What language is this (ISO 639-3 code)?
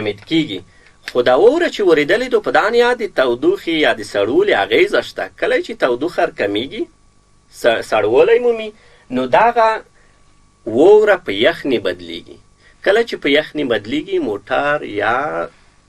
pus